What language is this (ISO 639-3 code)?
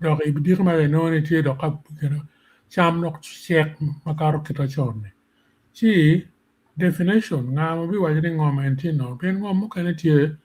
ach